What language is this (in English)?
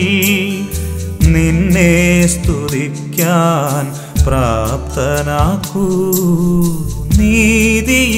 Malayalam